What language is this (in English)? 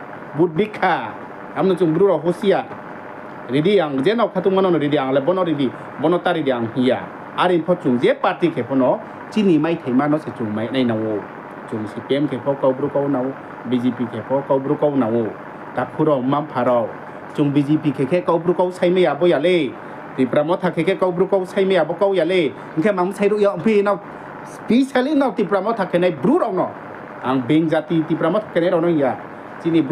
Riang (India)